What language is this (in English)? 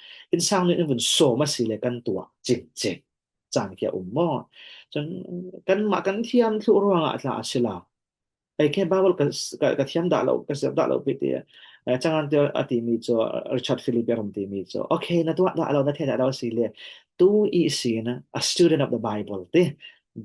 Falam Chin